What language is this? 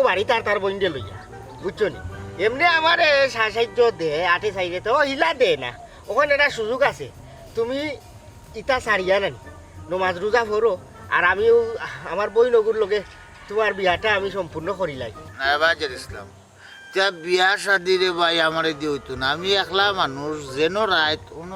Sylheti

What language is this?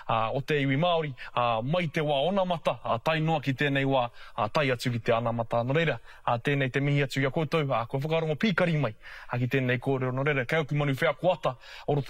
Māori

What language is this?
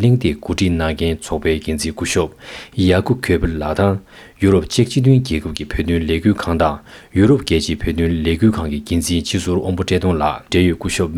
Tibetan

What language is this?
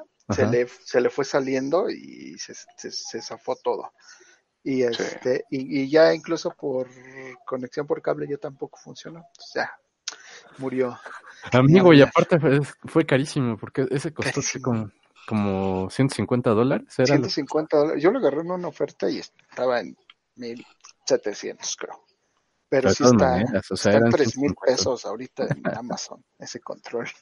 Spanish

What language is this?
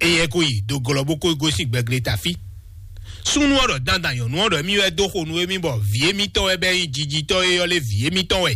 Fon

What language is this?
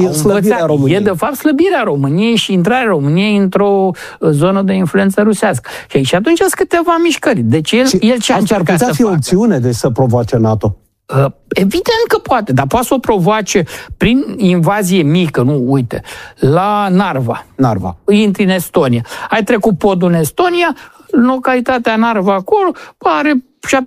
Romanian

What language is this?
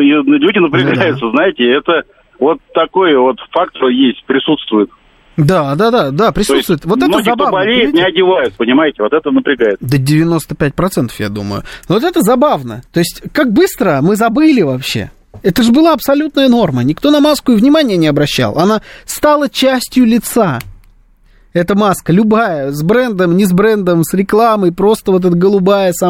Russian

